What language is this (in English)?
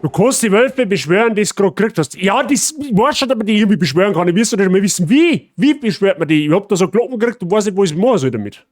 Bavarian